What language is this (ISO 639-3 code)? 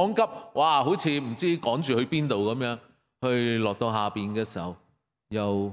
yue